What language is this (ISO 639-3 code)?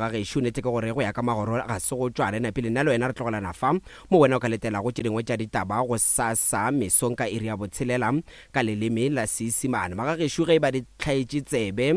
nso